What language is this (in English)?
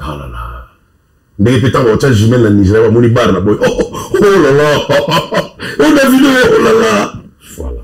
Lingala